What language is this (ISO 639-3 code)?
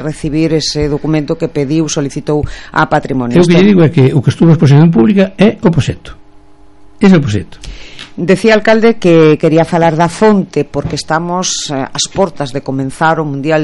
glg